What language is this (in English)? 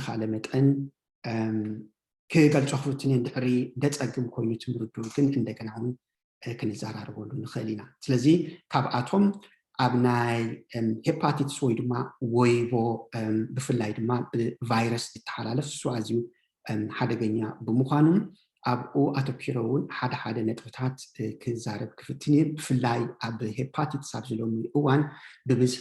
Tigrinya